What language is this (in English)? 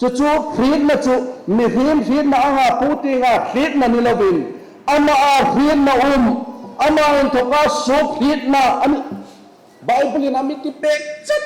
Hmar